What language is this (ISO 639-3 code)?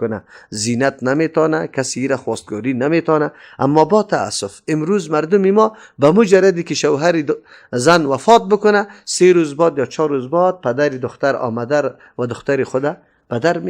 fas